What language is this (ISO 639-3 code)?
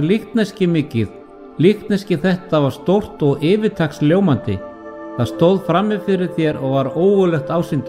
isl